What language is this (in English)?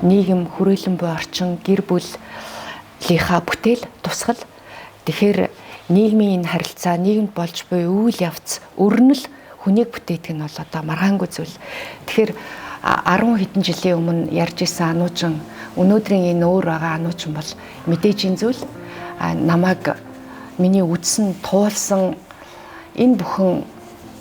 Mongolian